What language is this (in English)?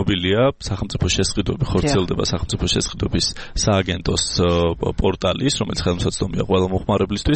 Georgian